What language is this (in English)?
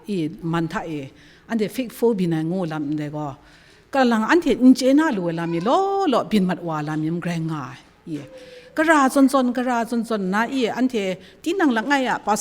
Kachin